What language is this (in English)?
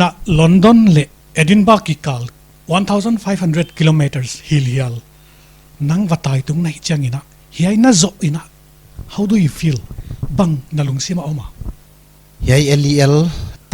Paite Chin